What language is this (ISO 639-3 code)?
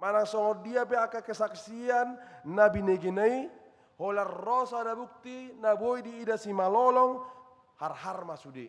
bbc